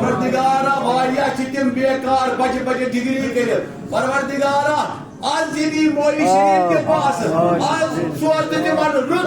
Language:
Kashmiri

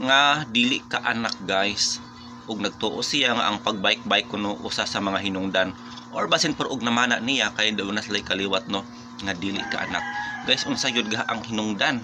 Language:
Cebuano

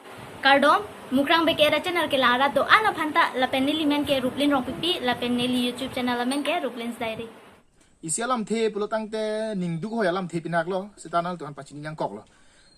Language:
Karbi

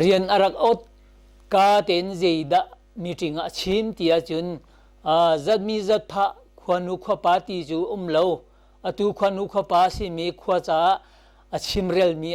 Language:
Hakha Chin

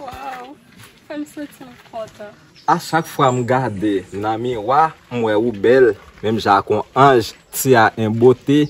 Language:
Haitian Creole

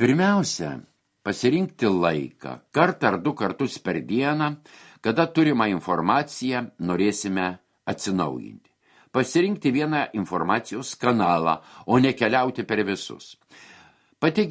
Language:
Lithuanian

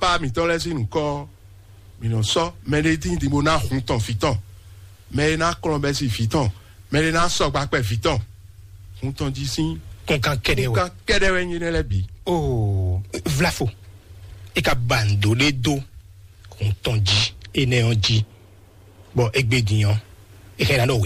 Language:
Fon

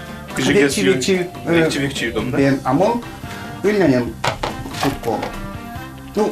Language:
Udmurt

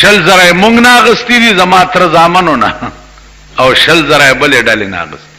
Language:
Pashto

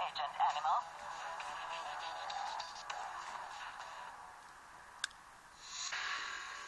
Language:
German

